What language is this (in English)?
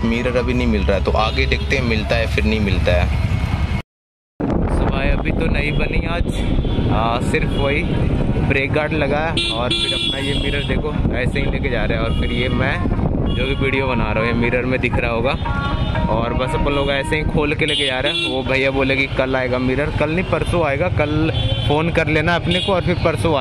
Hindi